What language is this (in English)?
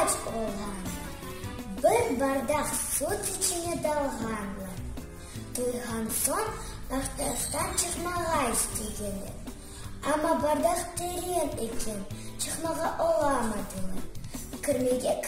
Crimean Tatar